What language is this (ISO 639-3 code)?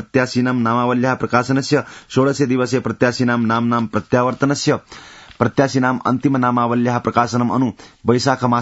san